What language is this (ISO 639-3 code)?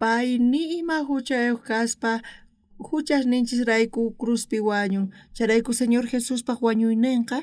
quh